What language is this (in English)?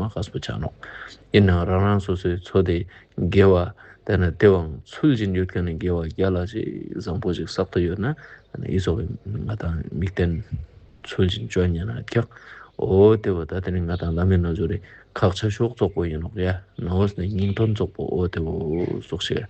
Ladakhi